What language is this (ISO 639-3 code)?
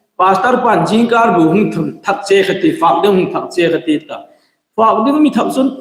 hmr